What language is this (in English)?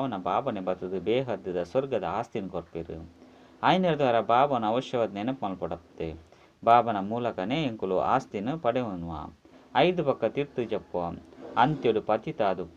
Tulu